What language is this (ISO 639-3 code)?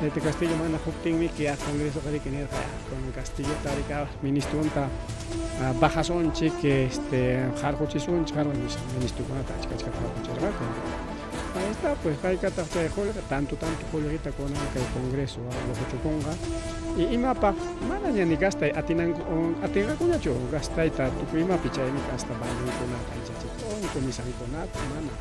quy